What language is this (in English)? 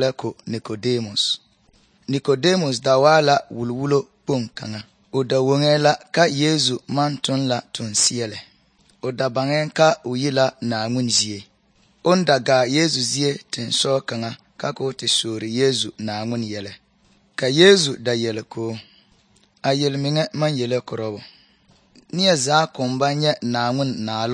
Southern Dagaare